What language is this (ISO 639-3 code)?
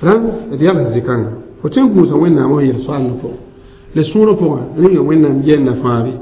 mos